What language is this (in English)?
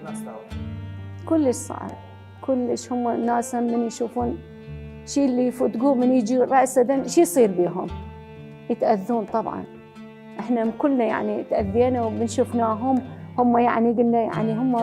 Mesopotamian Arabic